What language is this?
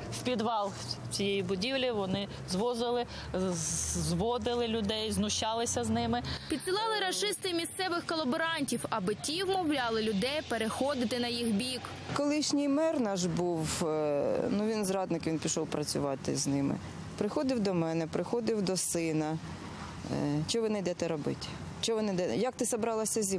Ukrainian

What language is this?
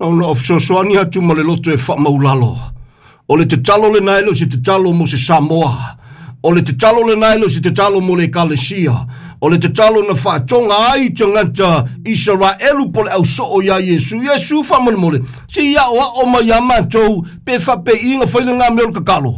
Samoan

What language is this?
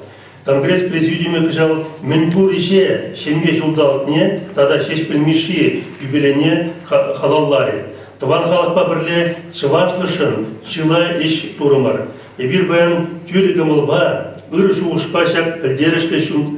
Chuvash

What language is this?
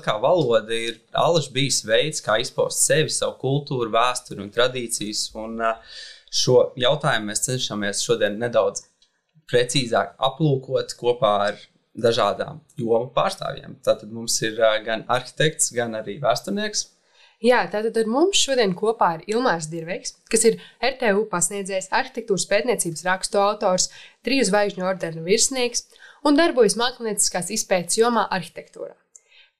Latvian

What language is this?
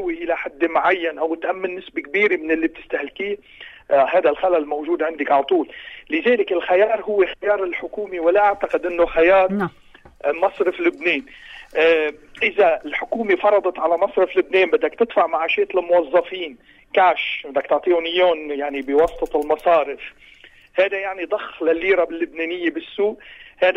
North Levantine Arabic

